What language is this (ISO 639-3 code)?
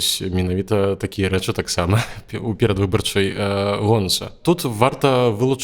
bel